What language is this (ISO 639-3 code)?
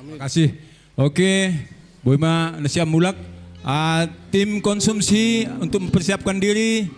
bts